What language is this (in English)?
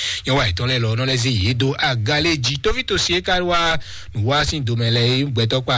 Fon